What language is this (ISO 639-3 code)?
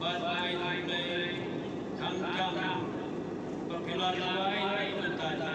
kha